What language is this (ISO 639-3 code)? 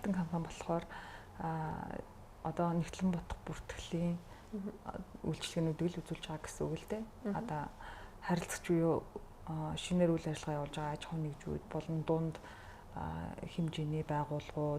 mon